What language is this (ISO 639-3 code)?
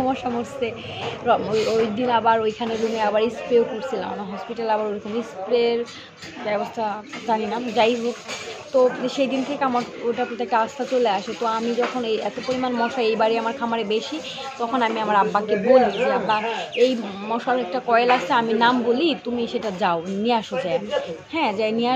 ben